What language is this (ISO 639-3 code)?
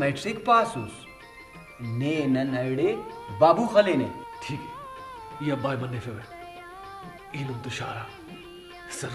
brh